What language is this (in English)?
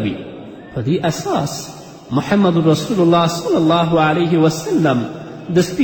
Pashto